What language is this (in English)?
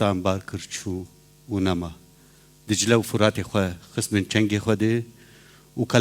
Kurdish